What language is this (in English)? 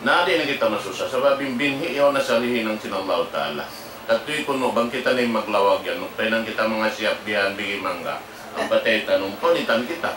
Tausug